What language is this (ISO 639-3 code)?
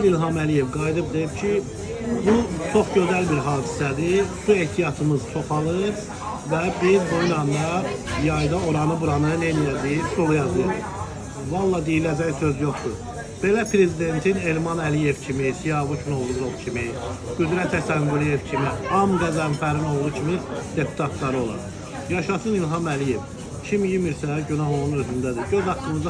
aze